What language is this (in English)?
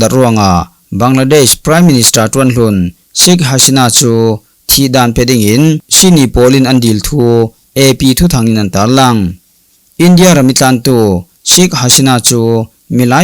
Falam Chin